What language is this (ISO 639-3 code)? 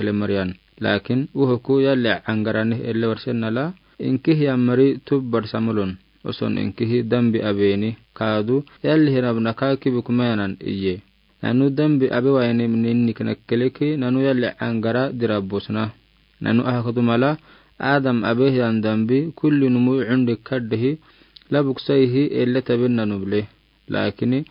aar